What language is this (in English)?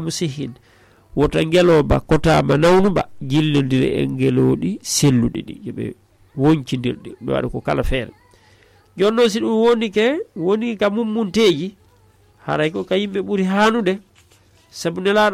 Fula